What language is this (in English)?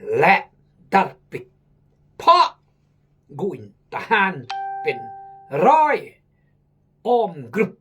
Khmu